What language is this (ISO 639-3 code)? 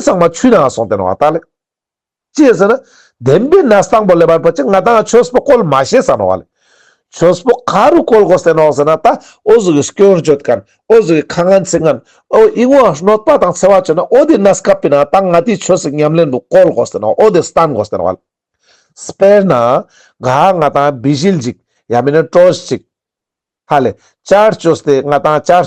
lbj